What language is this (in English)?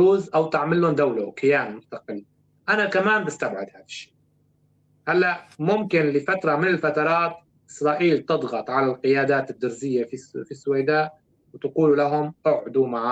North Levantine Arabic